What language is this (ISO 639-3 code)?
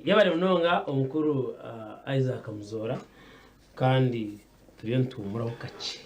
nyn